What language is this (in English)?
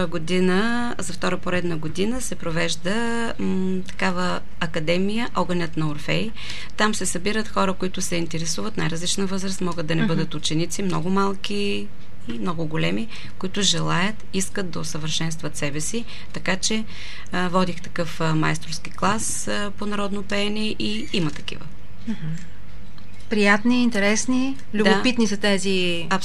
Bulgarian